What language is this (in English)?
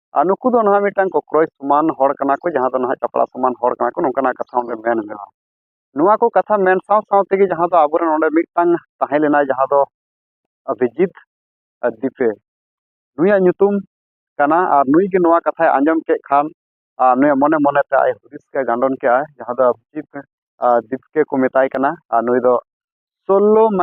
Santali